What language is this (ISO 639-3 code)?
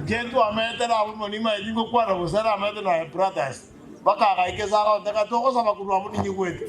guz